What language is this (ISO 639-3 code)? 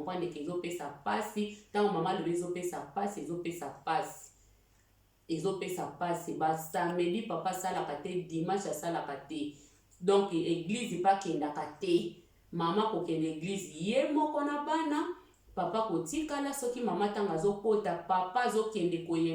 lin